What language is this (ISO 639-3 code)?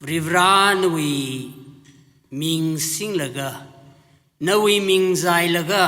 nmf